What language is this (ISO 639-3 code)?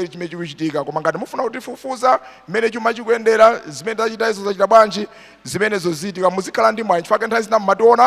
nya